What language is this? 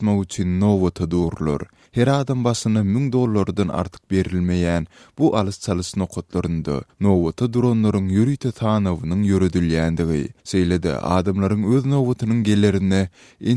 Turkmen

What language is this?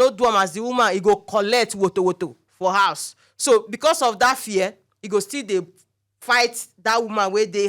Nigerian Pidgin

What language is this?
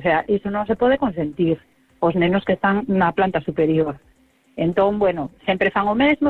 Galician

